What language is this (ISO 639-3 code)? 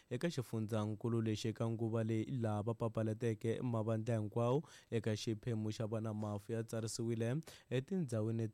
tso